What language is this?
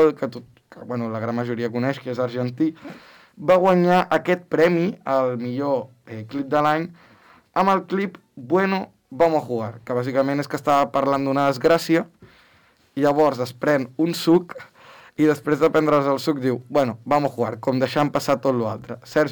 Catalan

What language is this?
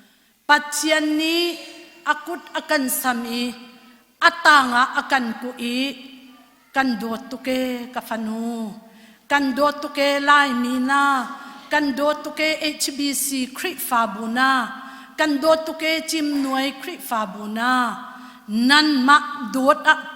Hakha Chin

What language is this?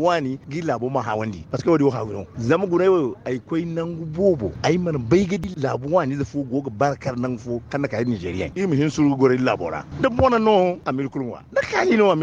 Zarma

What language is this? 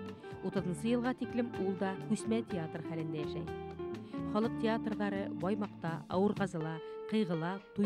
Bashkir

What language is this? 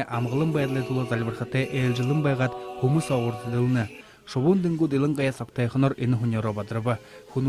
Buriat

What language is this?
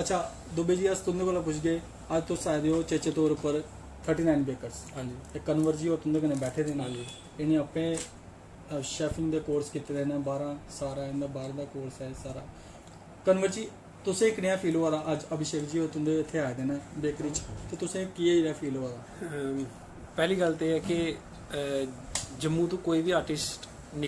Dogri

